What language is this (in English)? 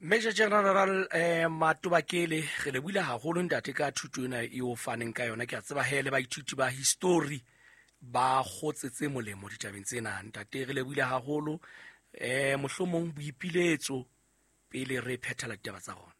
Southern Sotho